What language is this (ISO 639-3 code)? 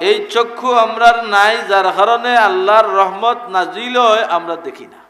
syl